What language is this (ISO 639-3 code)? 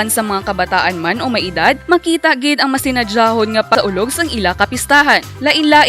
hil